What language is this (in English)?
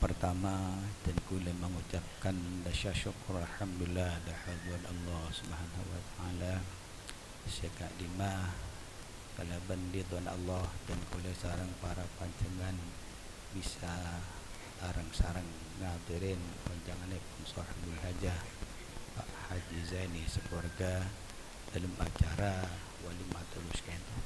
Madurese